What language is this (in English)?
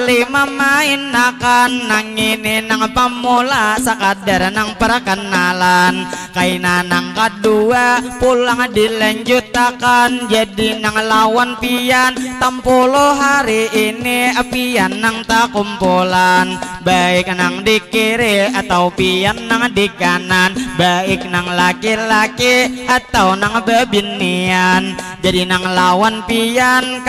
Banjar